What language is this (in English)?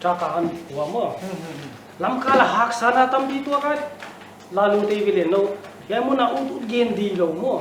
Paite Chin